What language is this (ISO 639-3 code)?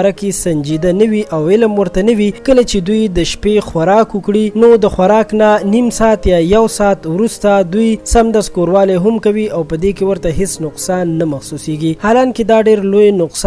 pus